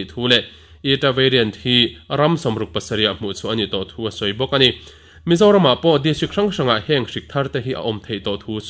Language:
Mizo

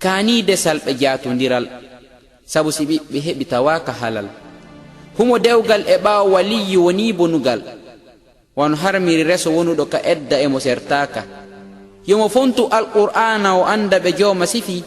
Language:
Pular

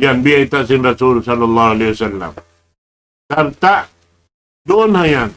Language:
Tausug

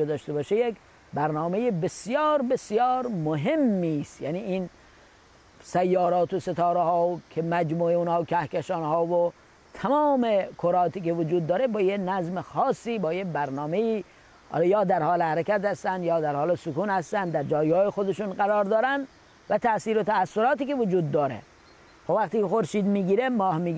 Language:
Persian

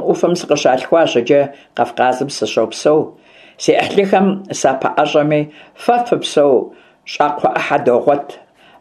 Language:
Kabardian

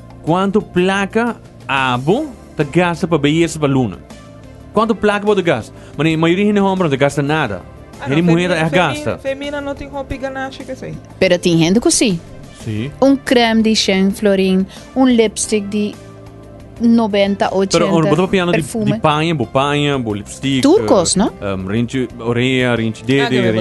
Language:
Papiamento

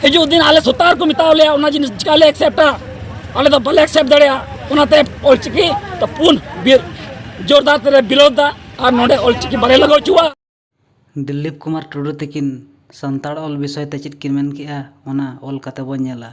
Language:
Santali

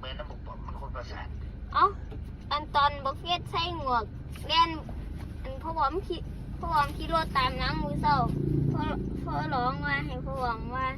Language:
Lao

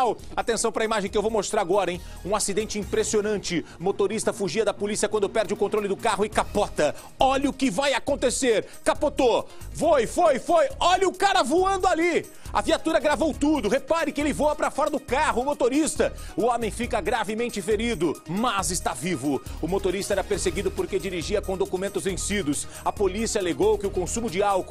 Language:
Portuguese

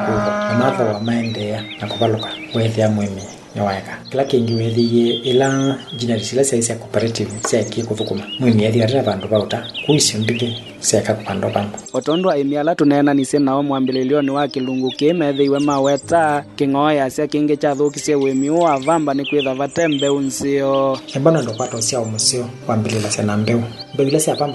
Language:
Kamba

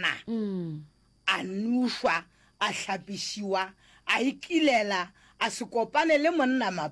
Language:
Northern Sotho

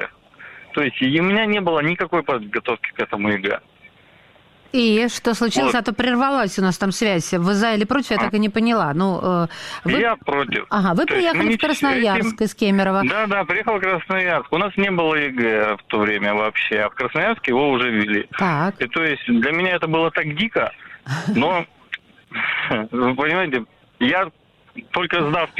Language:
Russian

